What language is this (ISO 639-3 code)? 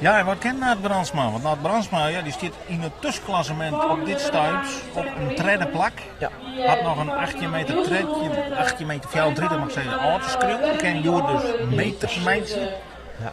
fry